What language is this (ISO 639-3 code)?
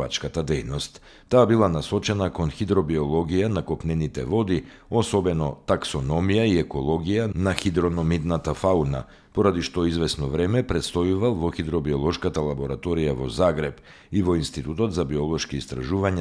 mkd